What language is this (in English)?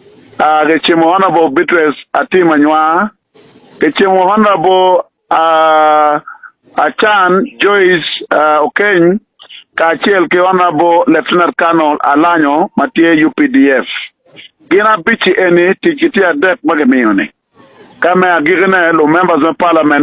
Acoli